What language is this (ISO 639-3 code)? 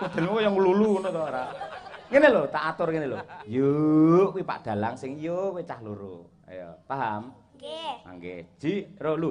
jav